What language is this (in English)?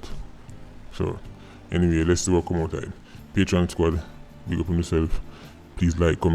Jamaican Creole English